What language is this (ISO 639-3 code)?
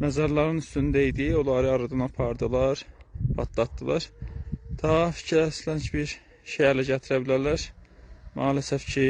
azb